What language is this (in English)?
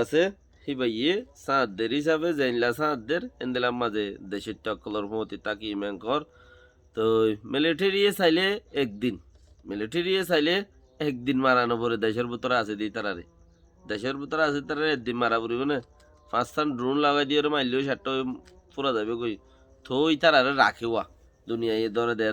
Rohingya